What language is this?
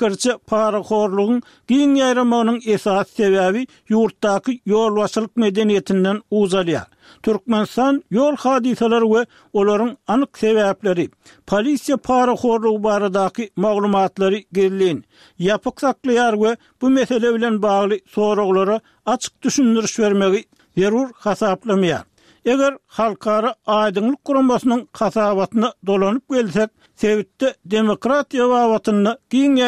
Turkmen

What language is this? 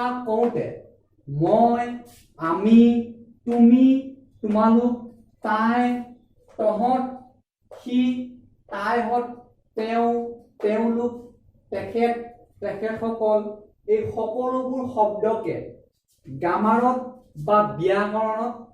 Assamese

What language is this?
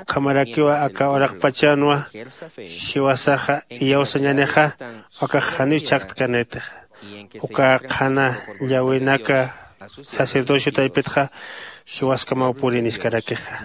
Aymara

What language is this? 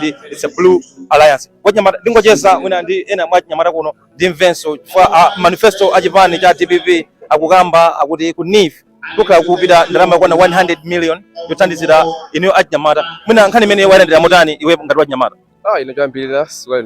Nyanja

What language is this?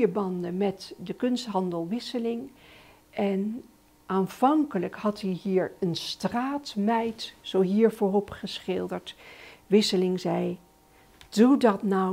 Dutch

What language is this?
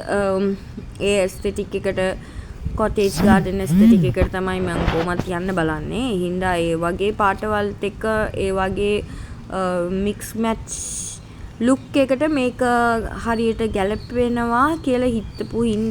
Sinhala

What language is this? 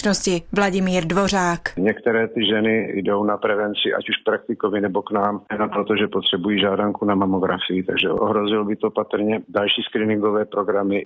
Czech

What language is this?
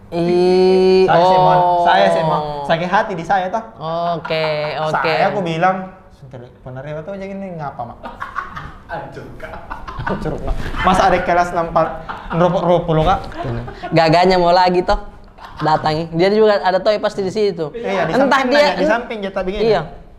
Makassar Malay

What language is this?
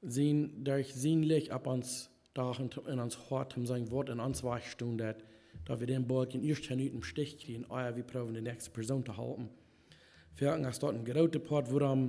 Plautdietsch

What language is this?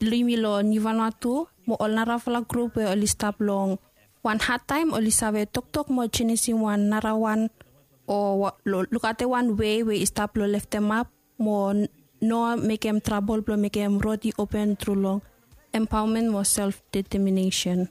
Bislama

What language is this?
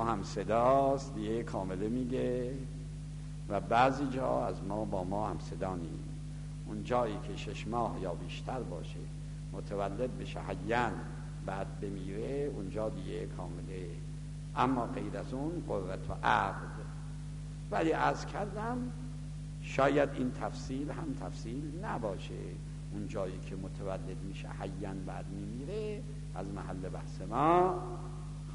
Persian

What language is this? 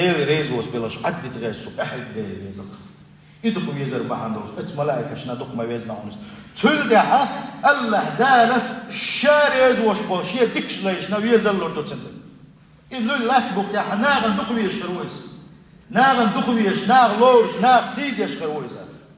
Chechen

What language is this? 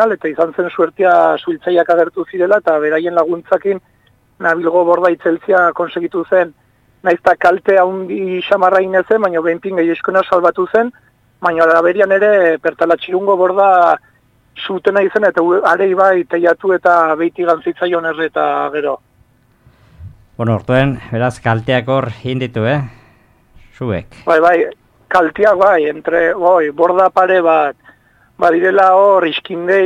Basque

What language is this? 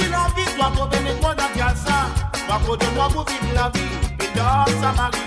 Morisyen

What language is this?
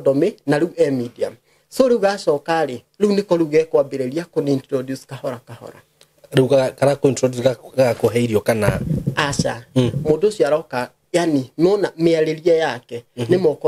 Kikuyu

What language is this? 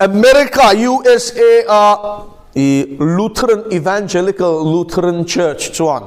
Mizo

